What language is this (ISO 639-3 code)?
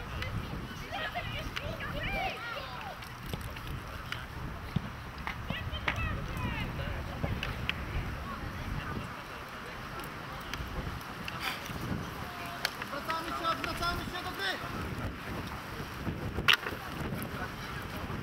pol